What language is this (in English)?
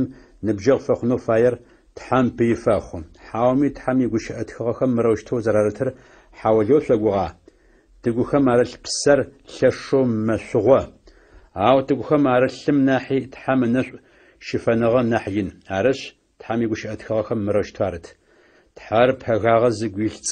Adyghe